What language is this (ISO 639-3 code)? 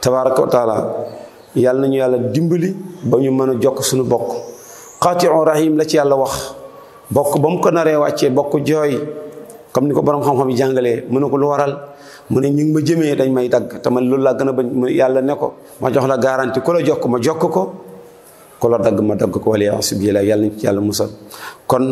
wol